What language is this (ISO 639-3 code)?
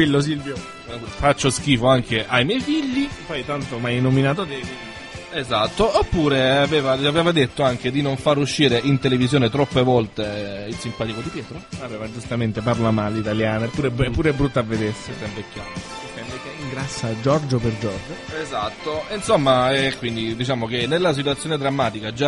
ita